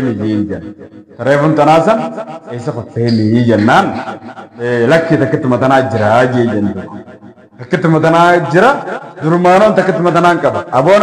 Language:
Oromo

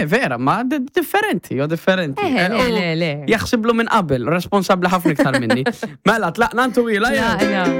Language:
Maltese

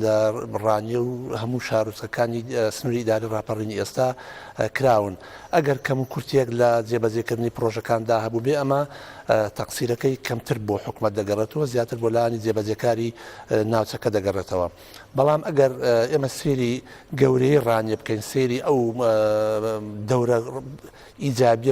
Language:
Central Kurdish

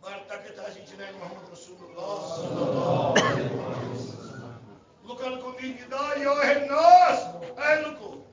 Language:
Kashmiri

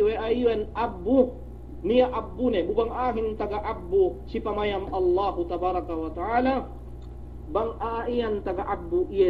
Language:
Yakan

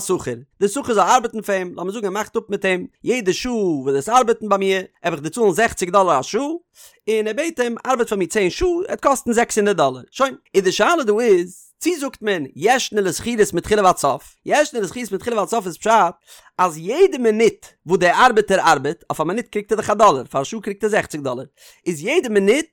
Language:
Yiddish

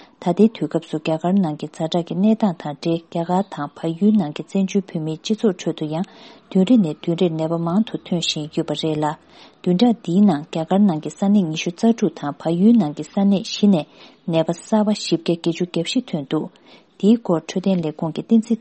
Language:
Tibetan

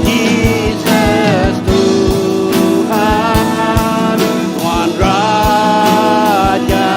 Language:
Iban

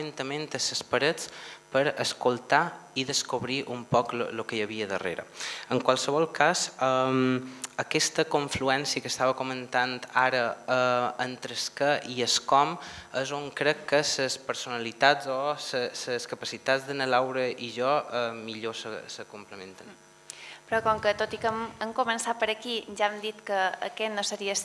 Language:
Catalan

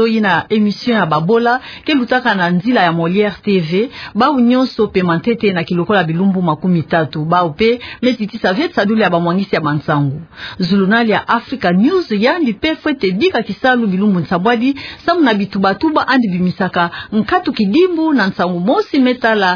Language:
Kituba (Democratic Republic of Congo)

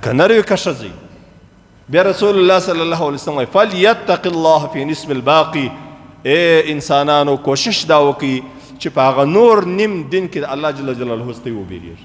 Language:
Pashto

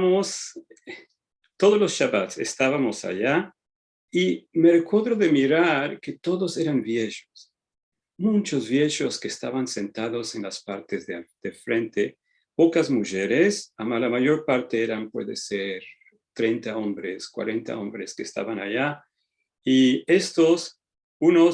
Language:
Ladino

